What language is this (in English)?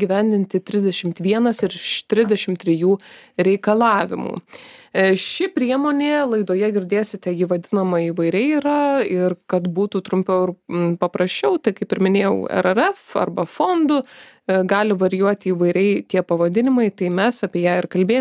Lithuanian